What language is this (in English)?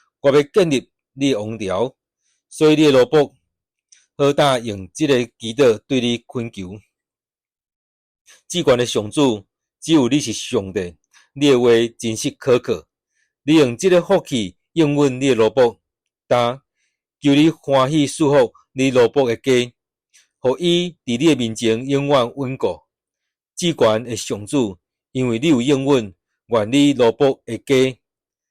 Min Nan Chinese